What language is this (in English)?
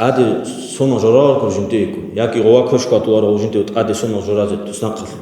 Avaric